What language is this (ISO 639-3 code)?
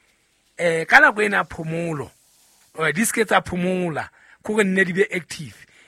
sot